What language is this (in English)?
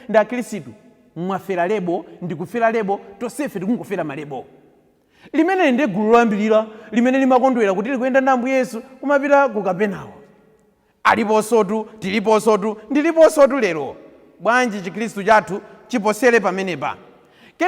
Nyanja